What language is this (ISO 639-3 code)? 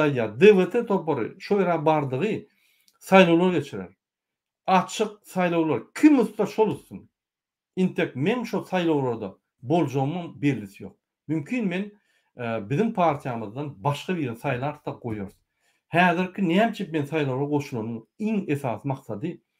tuk